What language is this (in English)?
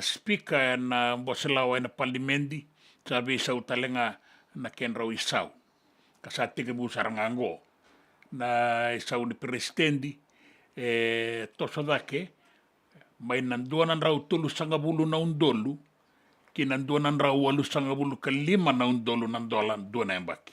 Fijian